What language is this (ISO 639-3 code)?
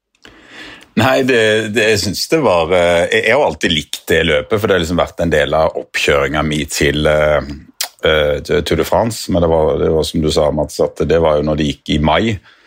nor